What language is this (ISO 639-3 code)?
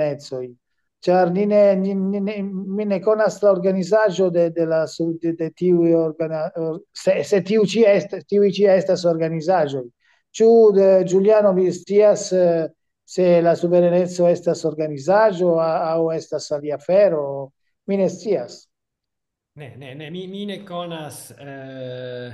epo